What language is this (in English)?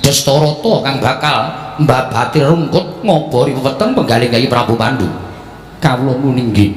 Javanese